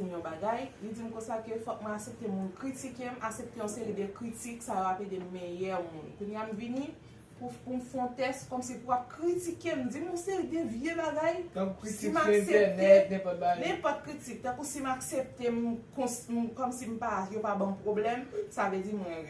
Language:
Haitian Creole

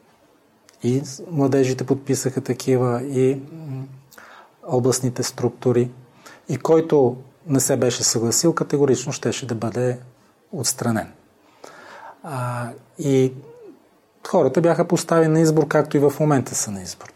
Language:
Bulgarian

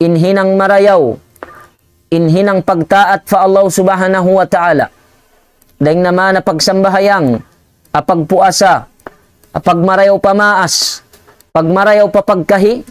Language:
Tausug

